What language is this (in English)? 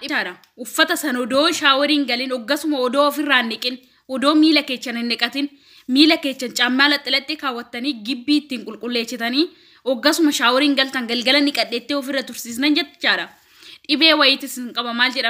Oromo